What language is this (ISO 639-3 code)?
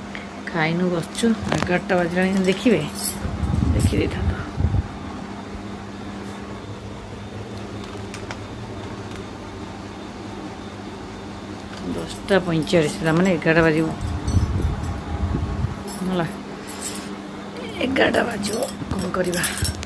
ori